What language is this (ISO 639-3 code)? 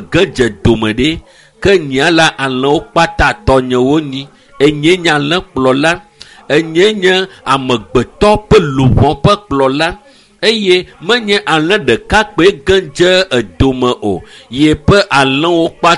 ewe